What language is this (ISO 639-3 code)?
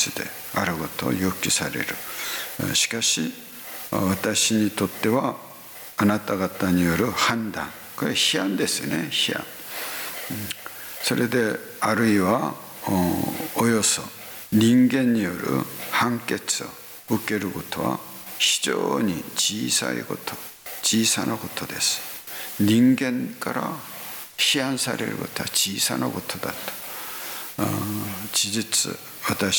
jpn